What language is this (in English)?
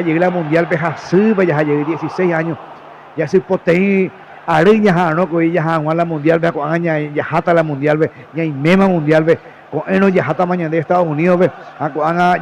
Guarani